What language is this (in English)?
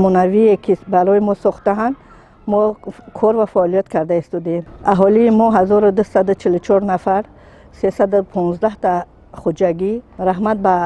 Tajik